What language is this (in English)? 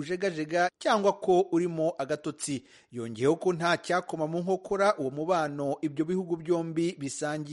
Kinyarwanda